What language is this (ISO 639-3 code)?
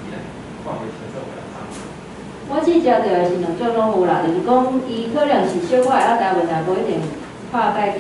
nan